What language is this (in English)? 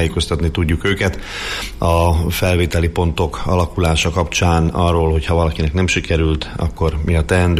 Hungarian